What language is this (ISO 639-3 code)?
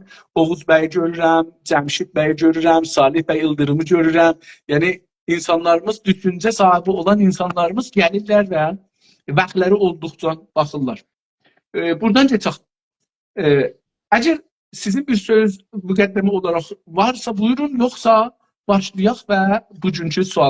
azb